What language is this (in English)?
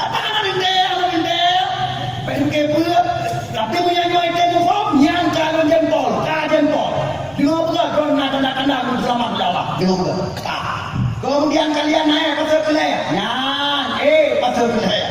Achinese